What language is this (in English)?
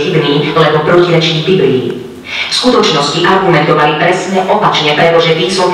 Slovak